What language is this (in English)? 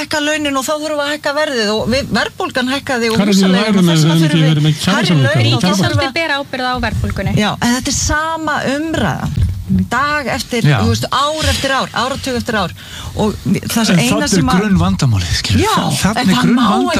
Icelandic